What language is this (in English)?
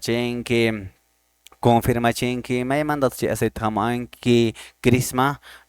Quechua